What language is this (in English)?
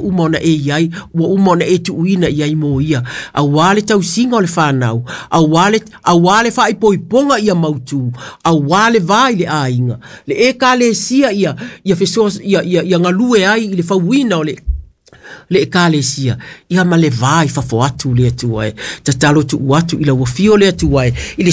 Samoan